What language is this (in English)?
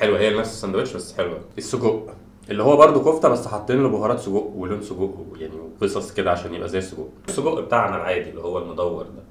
Egyptian Arabic